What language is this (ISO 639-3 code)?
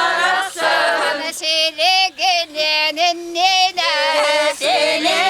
sah